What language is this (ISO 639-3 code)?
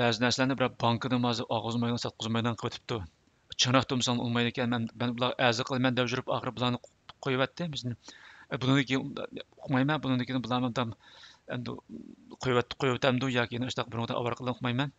uig